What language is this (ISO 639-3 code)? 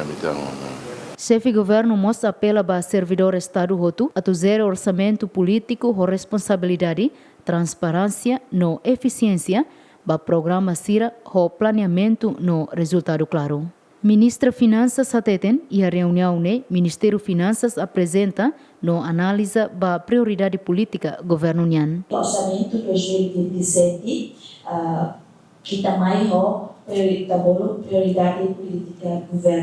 tet